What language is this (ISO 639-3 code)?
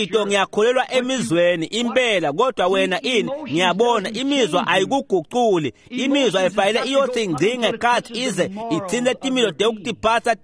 ssw